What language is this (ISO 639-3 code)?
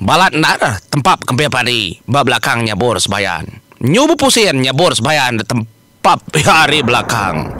iba